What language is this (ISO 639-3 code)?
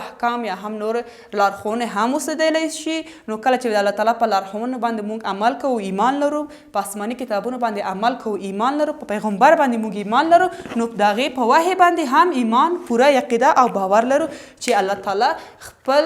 pus